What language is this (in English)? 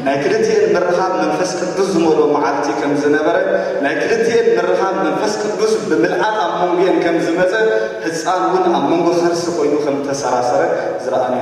Tigrinya